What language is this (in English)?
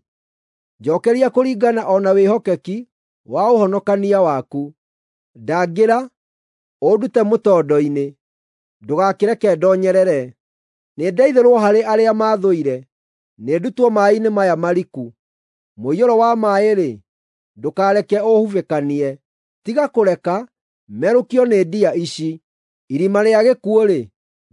Kikuyu